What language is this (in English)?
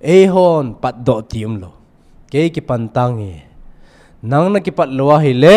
Thado Chin